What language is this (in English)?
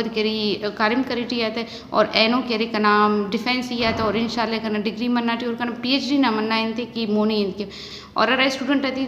Brahui